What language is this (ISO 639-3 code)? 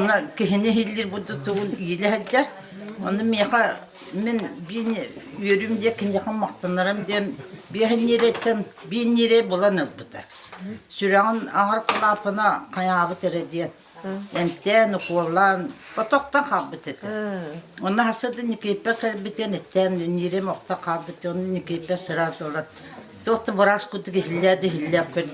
sah